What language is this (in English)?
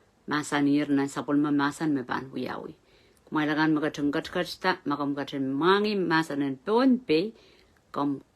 Pohnpeian